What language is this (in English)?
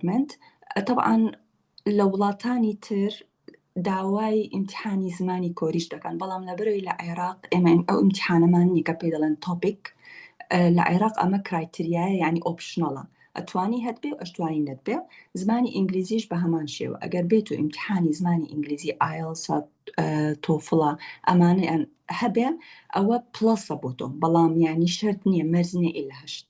Central Kurdish